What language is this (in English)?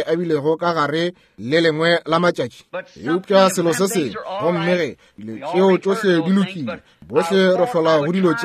Northern Sotho